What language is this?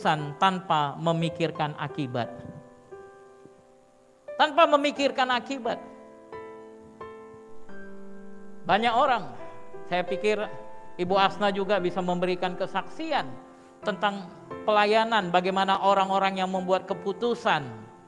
Indonesian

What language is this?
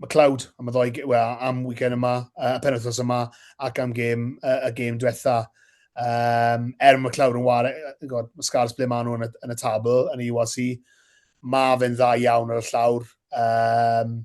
Welsh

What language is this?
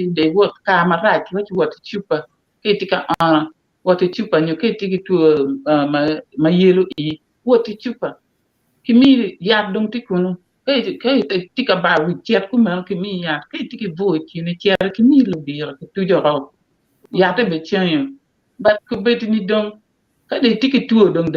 Acoli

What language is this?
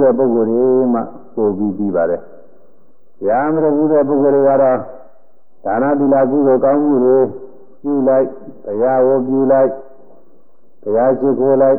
Burmese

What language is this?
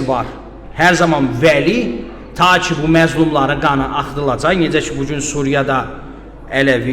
Azerbaijani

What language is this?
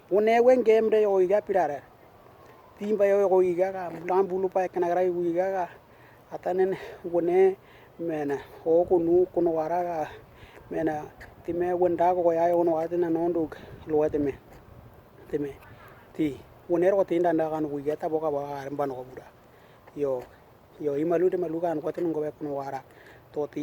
Western Dani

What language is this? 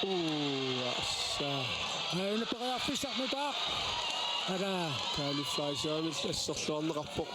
Kalaallisut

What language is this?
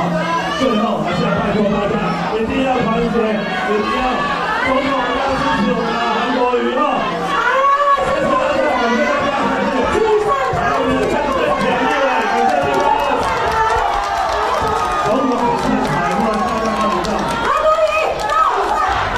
Chinese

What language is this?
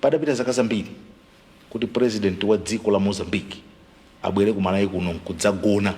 Nyanja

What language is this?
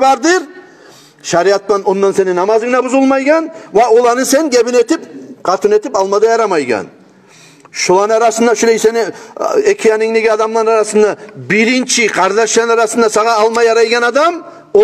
Kumyk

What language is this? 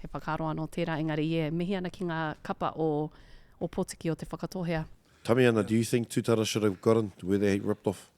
Māori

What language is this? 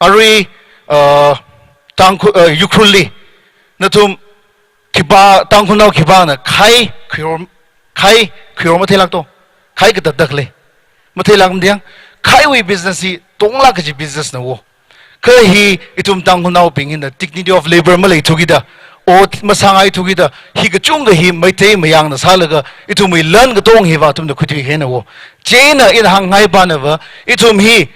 Tangkhul Naga (India)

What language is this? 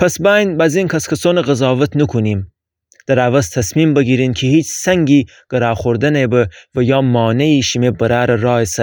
Gilaki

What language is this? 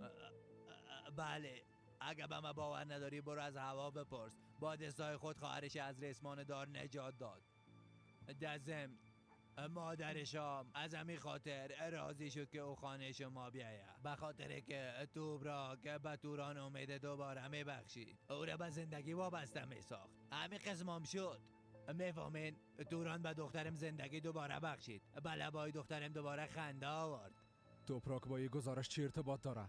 Persian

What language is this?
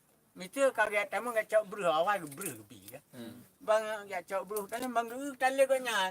Achinese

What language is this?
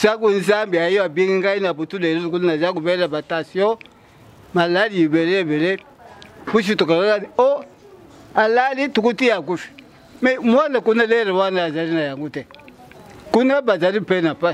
Lingala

